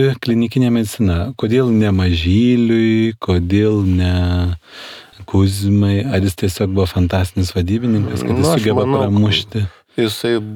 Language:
Lithuanian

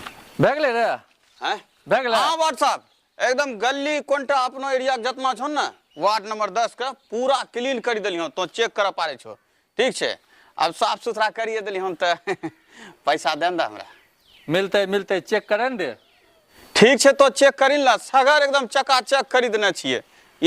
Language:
Angika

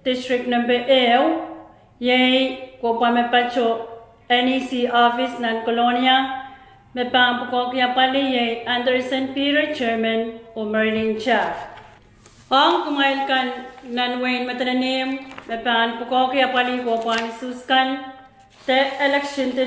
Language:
Pohnpeian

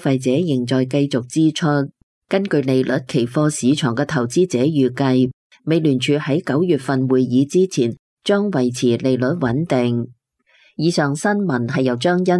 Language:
Cantonese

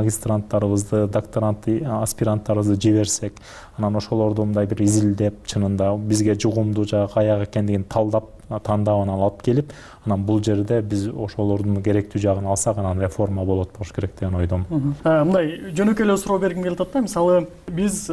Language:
Kyrgyz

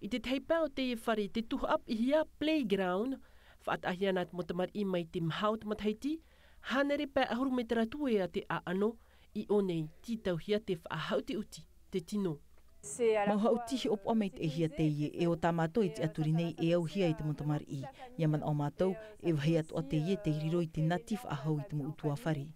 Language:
Tahitian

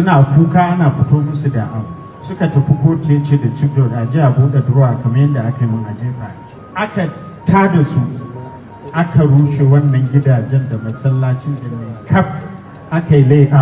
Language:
Hausa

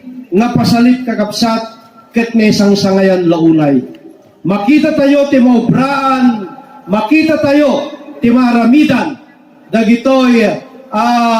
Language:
Iloko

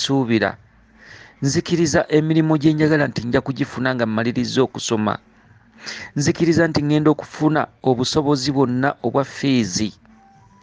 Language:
Ganda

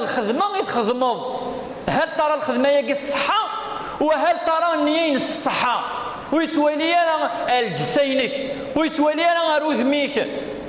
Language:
Kabyle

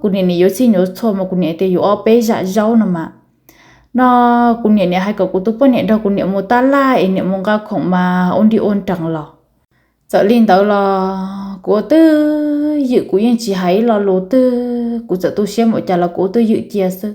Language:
Hmong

